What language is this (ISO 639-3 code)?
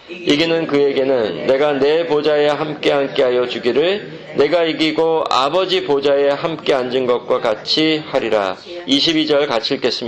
kor